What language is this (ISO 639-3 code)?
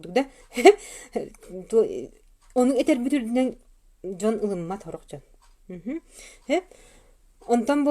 sah